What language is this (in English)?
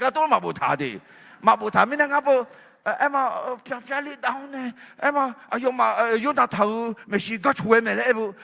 Akha